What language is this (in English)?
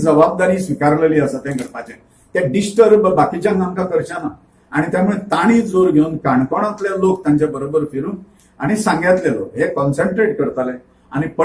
Konkani